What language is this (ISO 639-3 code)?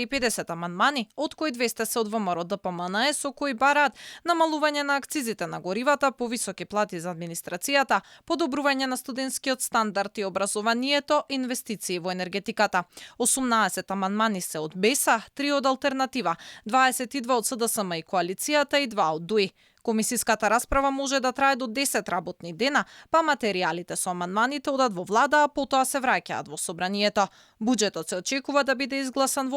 mkd